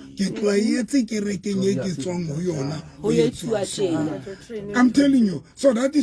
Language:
Southern Sotho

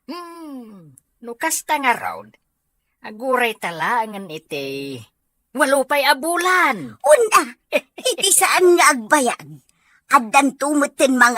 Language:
Iloko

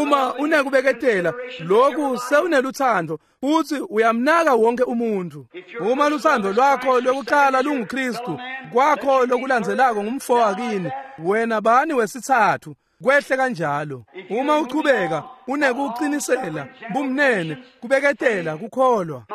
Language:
Swati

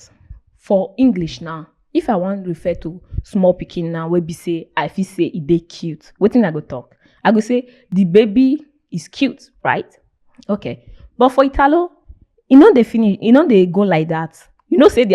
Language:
Nigerian Pidgin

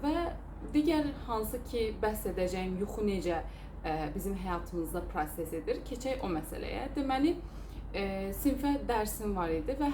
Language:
Azerbaijani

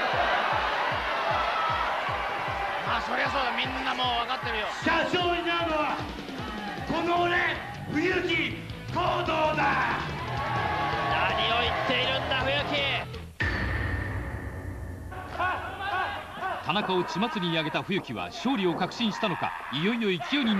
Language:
Japanese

